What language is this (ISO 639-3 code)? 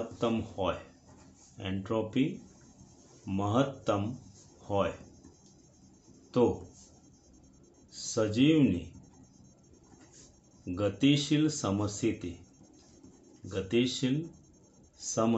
guj